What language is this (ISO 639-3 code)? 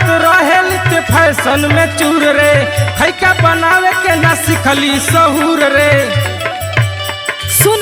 bho